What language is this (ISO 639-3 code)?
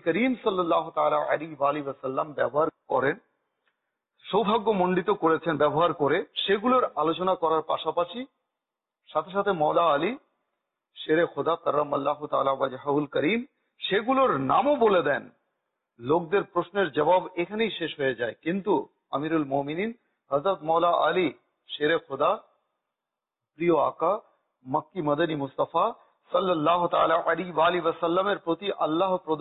ben